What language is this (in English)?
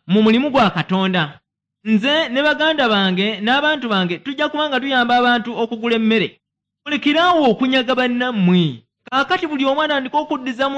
Ganda